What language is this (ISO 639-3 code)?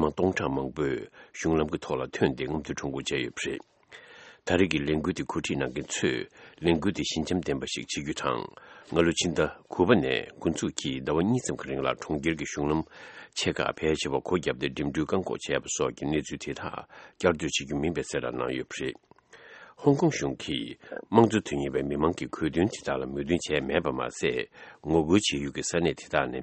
bod